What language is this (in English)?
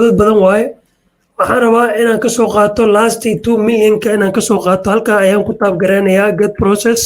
Somali